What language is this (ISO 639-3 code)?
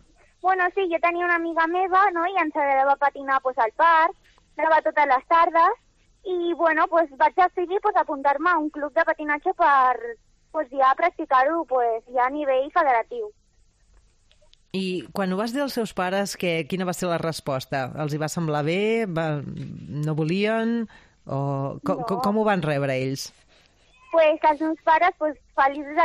cat